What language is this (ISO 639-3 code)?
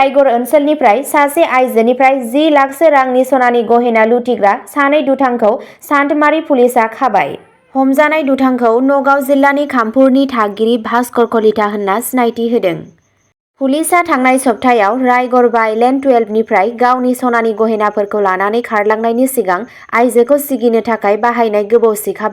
brx